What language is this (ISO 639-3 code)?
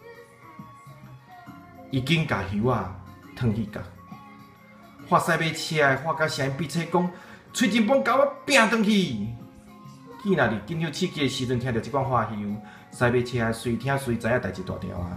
nan